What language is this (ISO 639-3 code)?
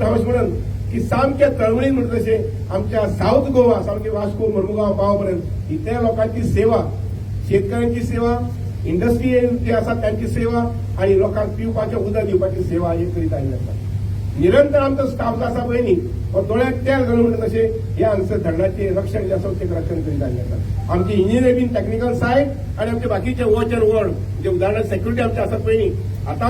kok